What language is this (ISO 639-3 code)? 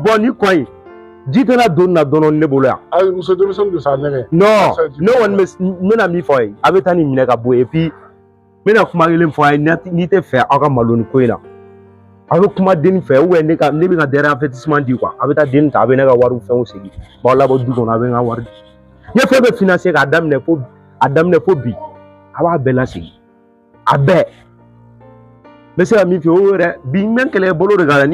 bam